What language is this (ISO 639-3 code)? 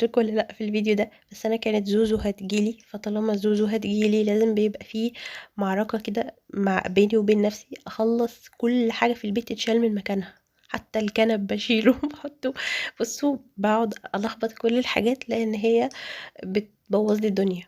arz